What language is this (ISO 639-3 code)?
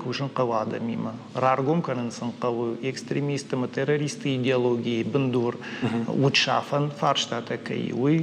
oss